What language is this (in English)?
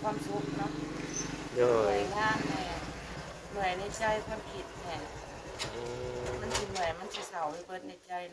Lao